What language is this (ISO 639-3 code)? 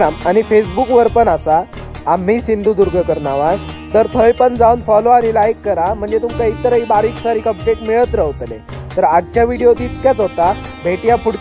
kok